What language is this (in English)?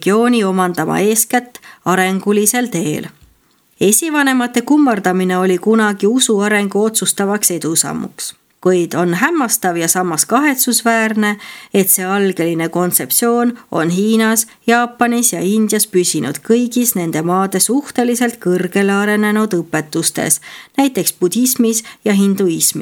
Estonian